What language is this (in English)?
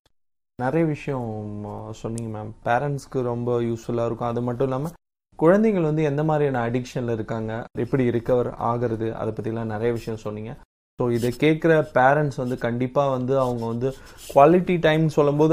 Tamil